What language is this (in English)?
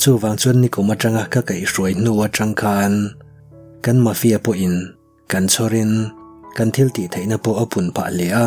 Mizo